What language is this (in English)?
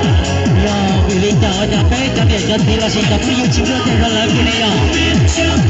Hmong